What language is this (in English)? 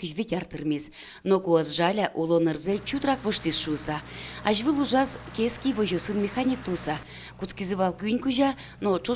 Udmurt